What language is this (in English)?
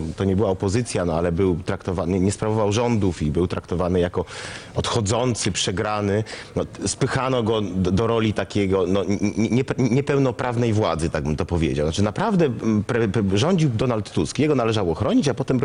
Polish